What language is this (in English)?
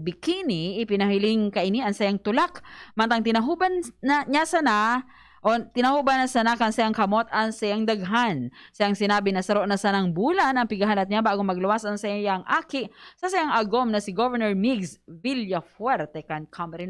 Bikol